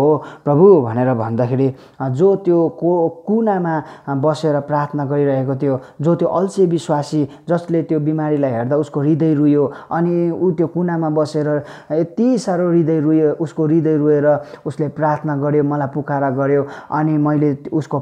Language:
Nepali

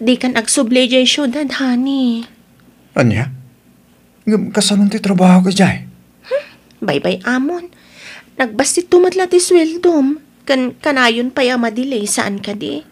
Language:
Iloko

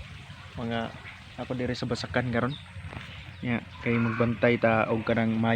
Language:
Cebuano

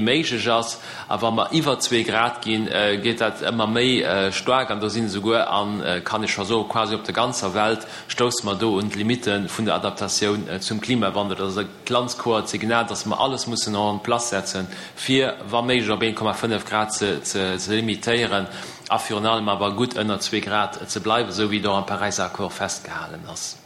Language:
Luxembourgish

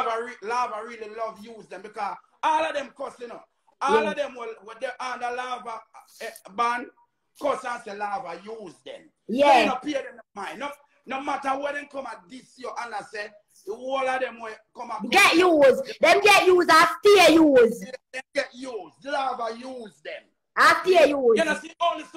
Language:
Jamaican Creole English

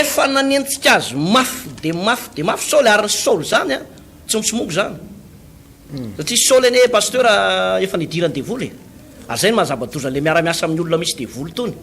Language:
Malagasy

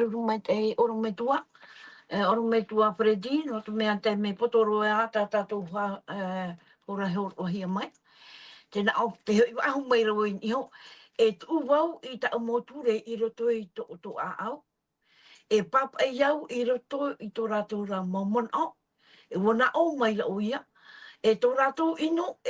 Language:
Tahitian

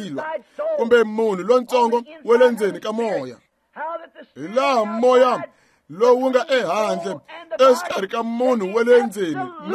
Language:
Tsonga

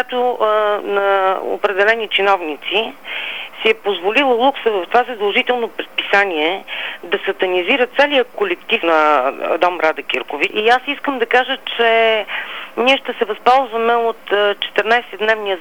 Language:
Bulgarian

